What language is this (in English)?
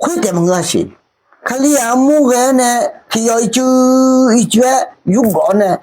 Akha